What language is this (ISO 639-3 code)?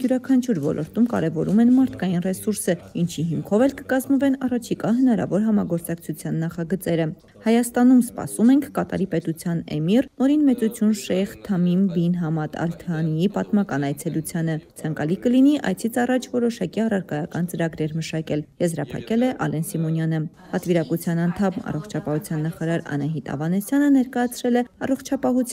hye